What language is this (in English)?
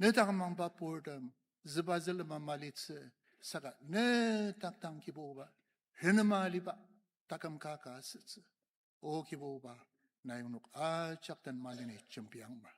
Ao Naga